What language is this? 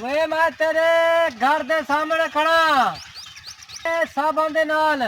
Saraiki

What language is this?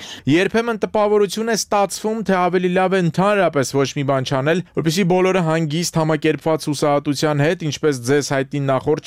Armenian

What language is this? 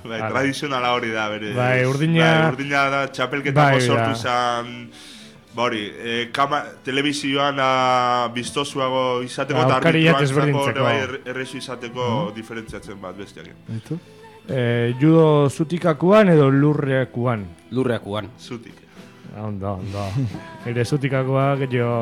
Basque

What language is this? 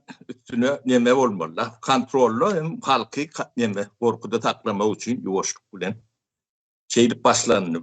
Turkmen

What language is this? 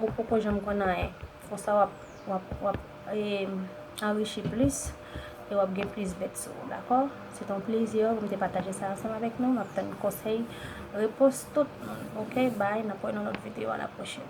Haitian Creole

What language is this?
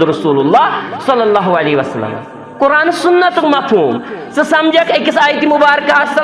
Kashmiri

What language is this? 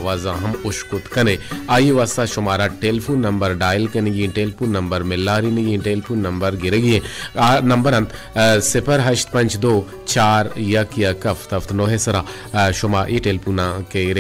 Baluchi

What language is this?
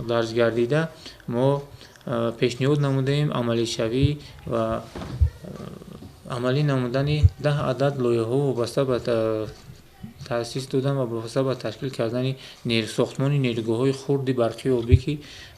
Tajik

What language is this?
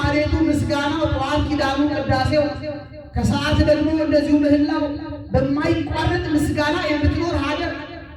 Amharic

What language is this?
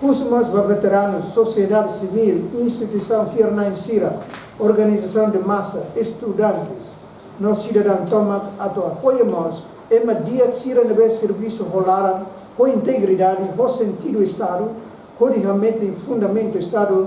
Tetum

